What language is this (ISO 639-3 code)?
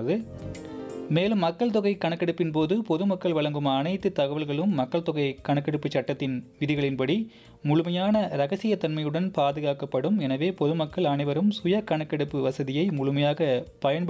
tam